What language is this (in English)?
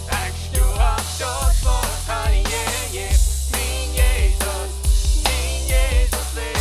Plautdietsch